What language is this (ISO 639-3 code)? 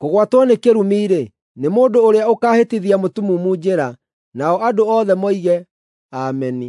kik